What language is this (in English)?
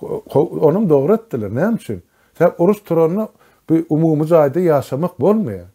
Turkmen